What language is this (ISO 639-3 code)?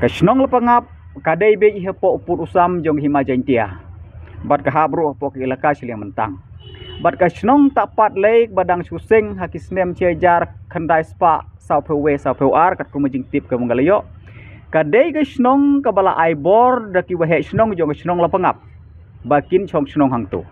kha